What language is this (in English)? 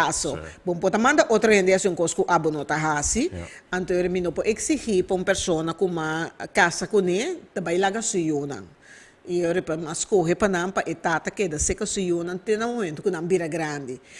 Papiamento